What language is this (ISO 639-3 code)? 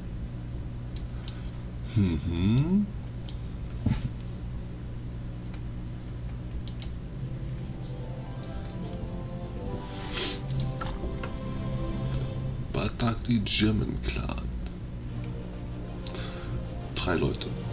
deu